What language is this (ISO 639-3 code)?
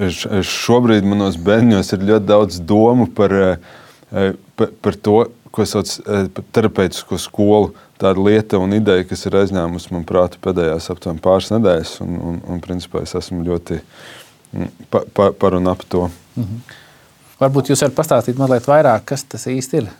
lav